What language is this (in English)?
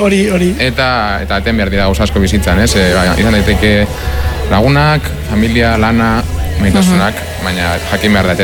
Basque